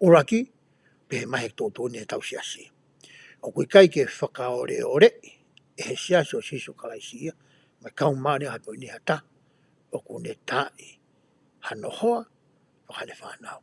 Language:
Tongan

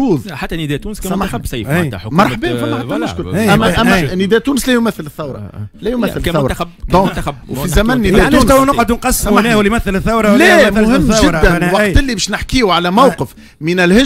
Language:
Tunisian Arabic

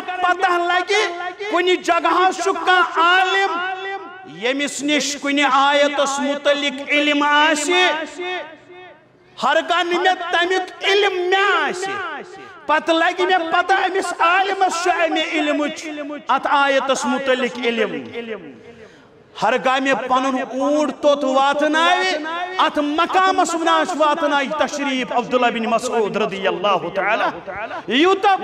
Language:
Kashmiri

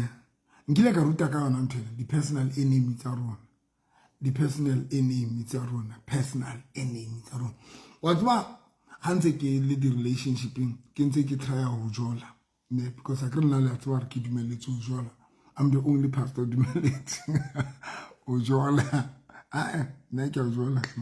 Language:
Southern Sotho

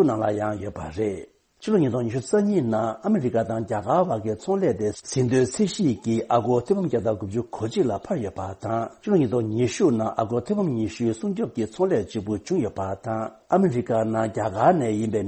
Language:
Tibetan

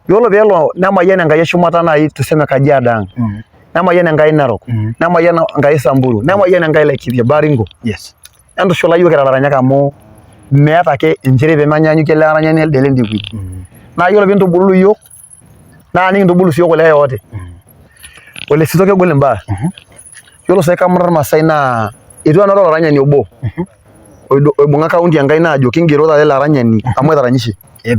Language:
Masai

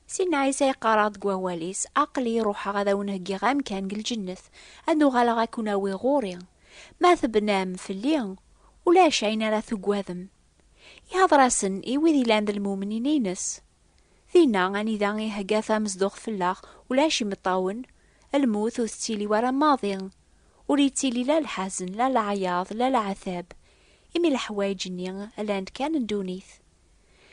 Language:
Kabyle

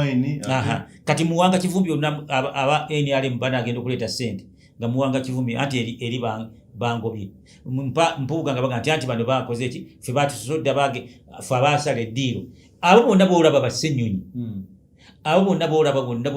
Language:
Ganda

